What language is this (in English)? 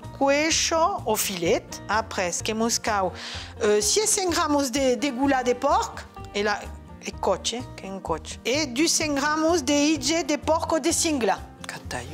Occitan